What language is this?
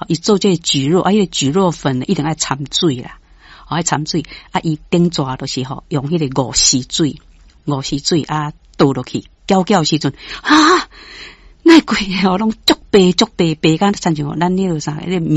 Min Nan Chinese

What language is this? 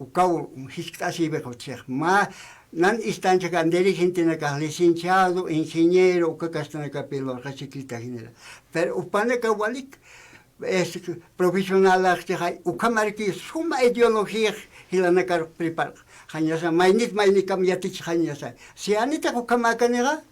Aymara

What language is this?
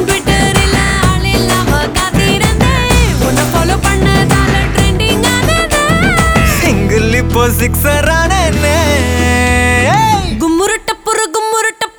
Tamil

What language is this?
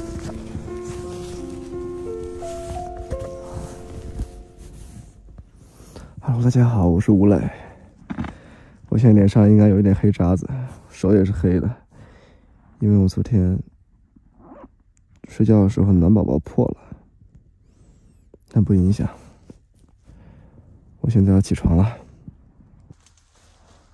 Chinese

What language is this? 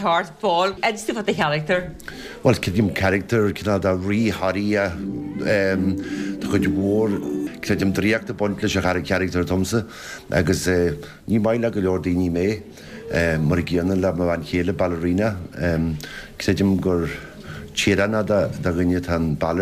Irish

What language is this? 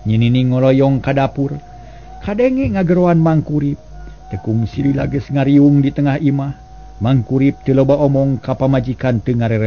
Sundanese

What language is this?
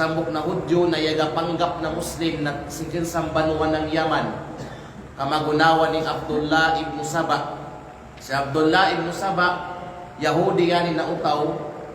Kalagan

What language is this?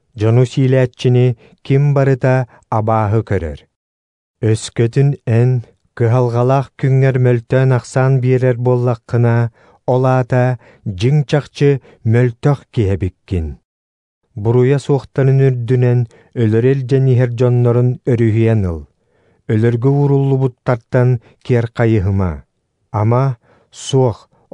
Yakut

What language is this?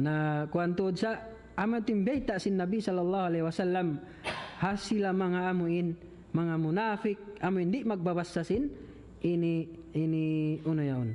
Tausug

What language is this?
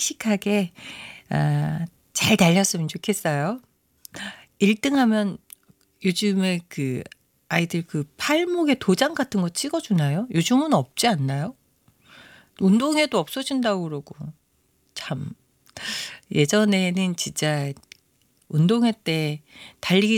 Korean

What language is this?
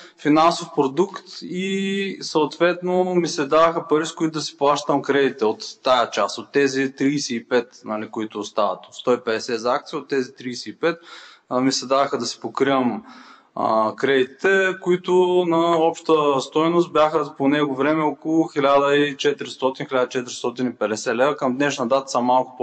Bulgarian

